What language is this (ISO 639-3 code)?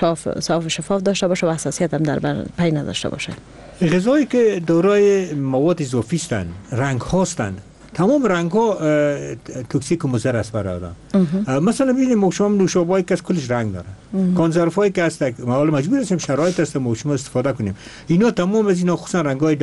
fas